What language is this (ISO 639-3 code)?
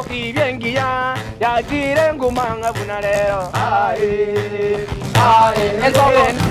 guz